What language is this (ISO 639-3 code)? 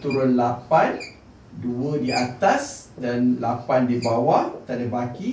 msa